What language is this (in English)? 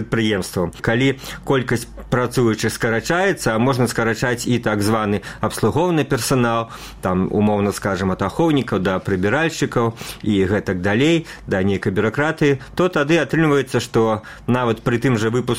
Belarusian